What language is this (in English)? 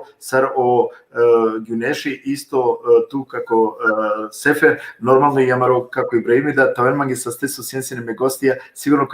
Balkan Romani